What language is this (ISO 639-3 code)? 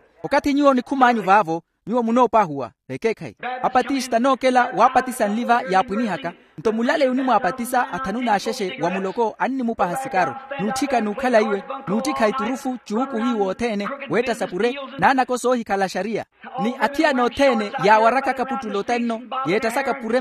vmw